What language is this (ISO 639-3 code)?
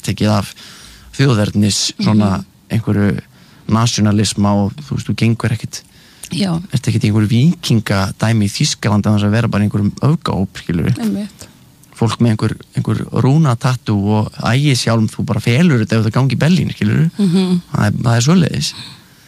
isl